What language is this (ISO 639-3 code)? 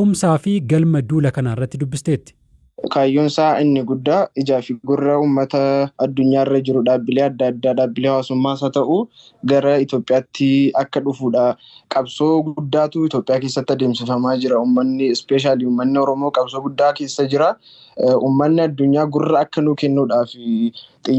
orm